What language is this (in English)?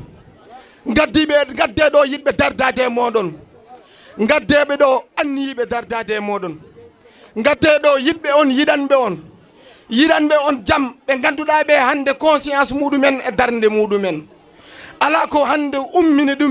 Fula